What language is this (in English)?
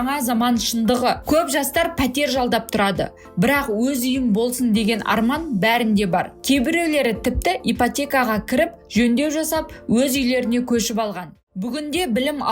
Kazakh